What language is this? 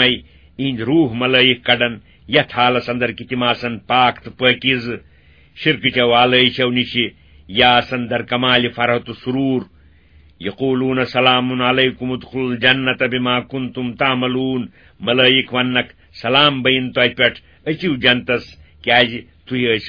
Kashmiri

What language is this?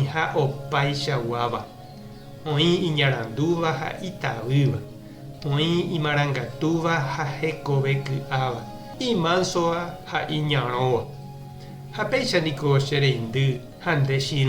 Guarani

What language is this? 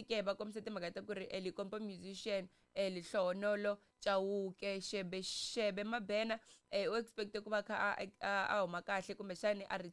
Tsonga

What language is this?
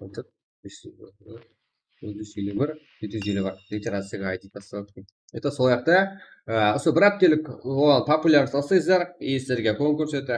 Kara-Kalpak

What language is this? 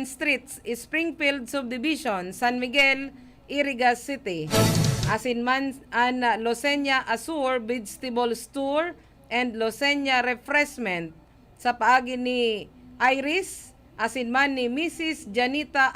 Bikol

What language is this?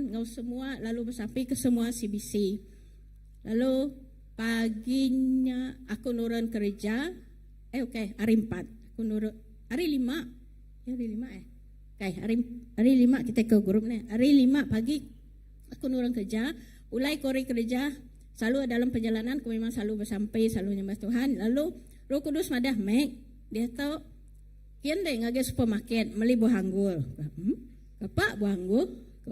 Iban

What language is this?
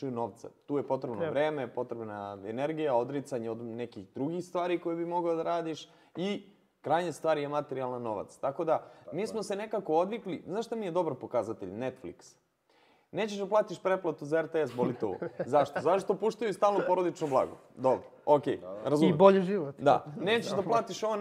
Serbian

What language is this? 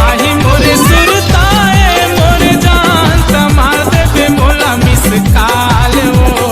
Chhattisgarhi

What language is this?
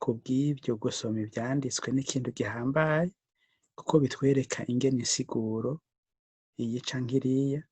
Rundi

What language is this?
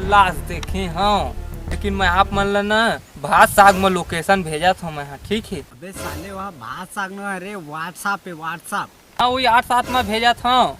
Chhattisgarhi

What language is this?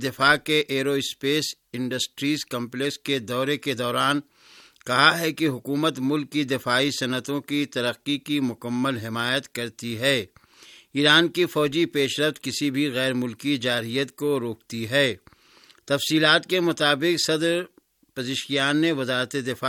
Urdu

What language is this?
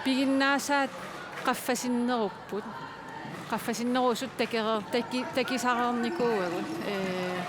Kalaallisut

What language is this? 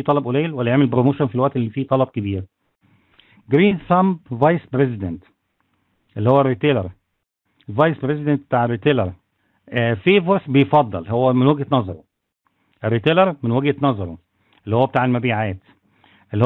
Egyptian Arabic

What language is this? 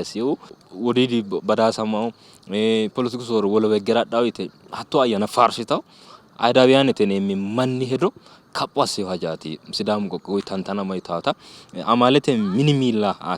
Sidamo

